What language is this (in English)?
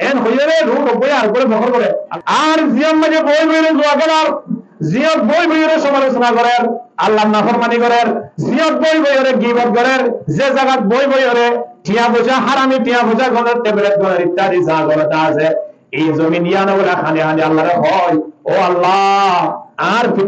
Rohingya